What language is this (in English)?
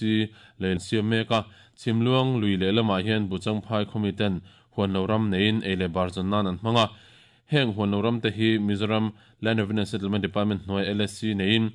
Mizo